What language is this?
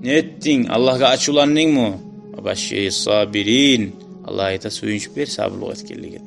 Kumyk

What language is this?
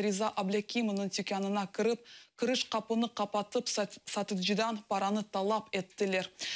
Crimean Tatar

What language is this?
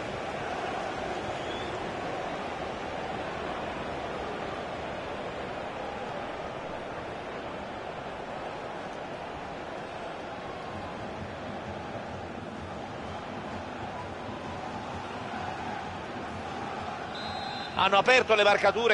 Italian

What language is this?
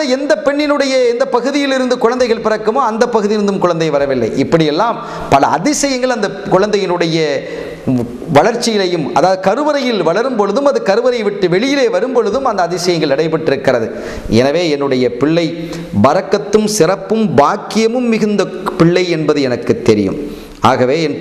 Tamil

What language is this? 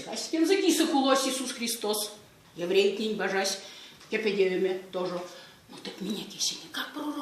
Erzya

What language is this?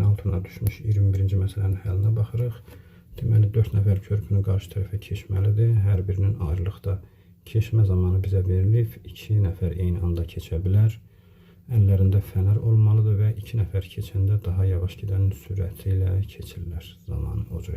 Azerbaijani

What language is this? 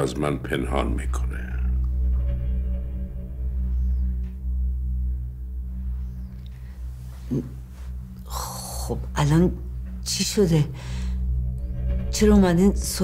Persian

